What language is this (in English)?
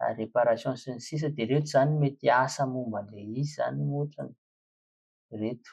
Malagasy